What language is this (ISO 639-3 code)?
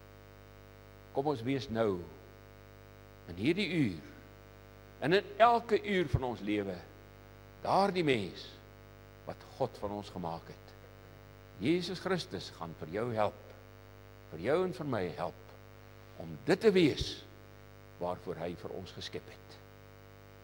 afr